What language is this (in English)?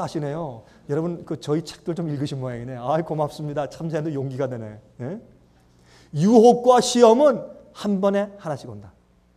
Korean